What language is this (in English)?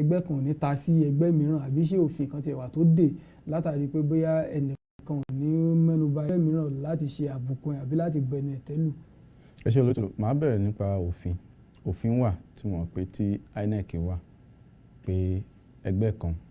Yoruba